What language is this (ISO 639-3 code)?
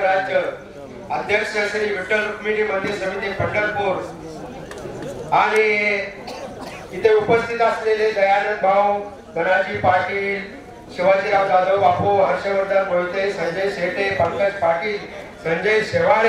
mar